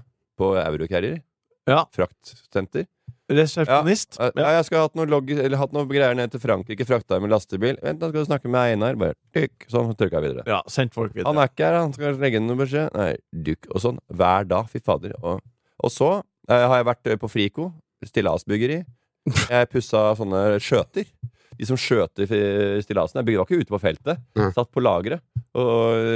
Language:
Norwegian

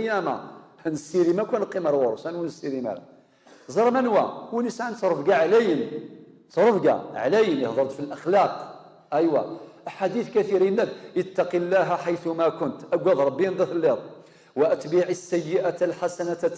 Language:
Kabyle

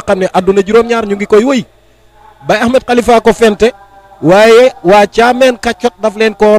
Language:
Wolof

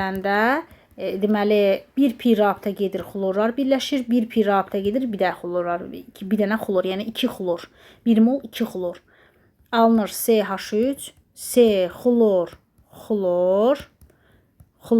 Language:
Azerbaijani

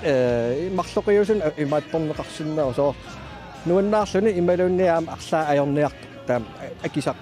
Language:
Kalaallisut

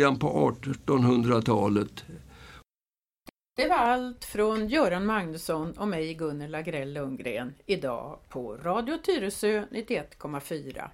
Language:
Swedish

